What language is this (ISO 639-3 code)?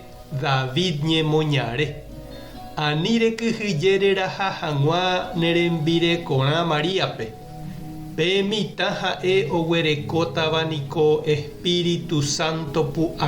grn